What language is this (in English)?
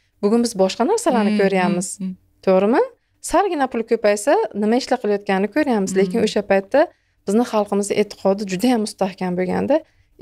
Uzbek